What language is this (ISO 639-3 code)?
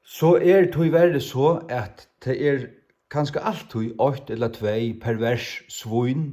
fao